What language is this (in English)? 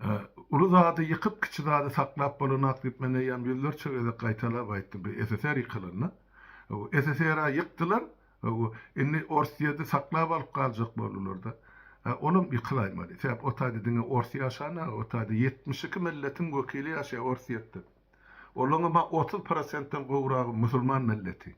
Turkmen